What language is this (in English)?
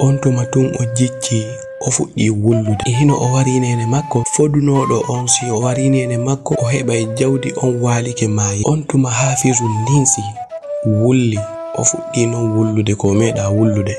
Fula